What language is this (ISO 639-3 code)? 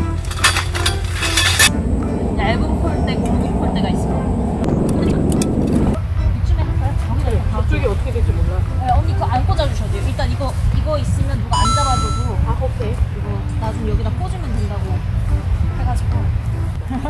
kor